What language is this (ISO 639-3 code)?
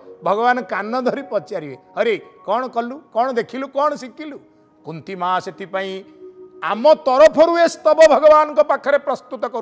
ori